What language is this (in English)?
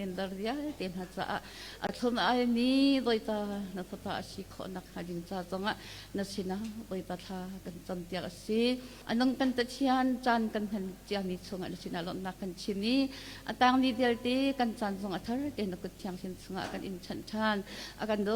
Hakha Chin